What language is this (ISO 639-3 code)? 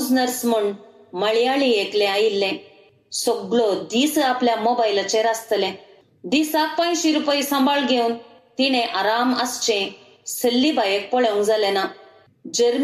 kok